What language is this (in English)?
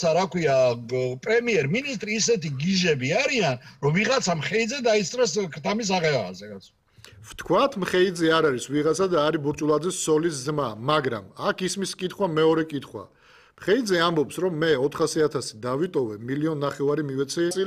Georgian